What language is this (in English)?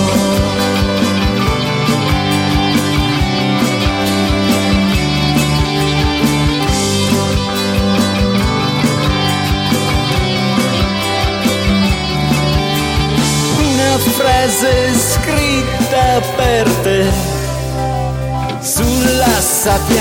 Italian